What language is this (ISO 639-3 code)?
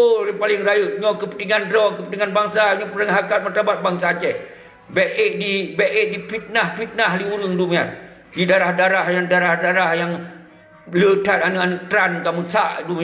ace